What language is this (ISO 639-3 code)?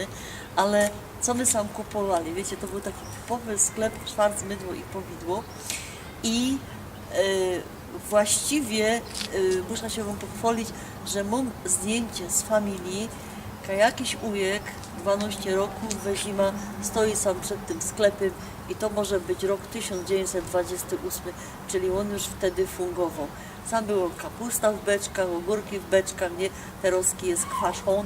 szl